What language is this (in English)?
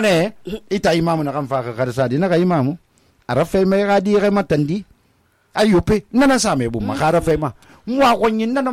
Susu